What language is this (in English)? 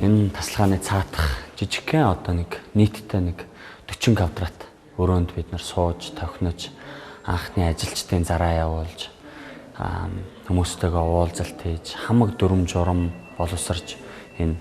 Mongolian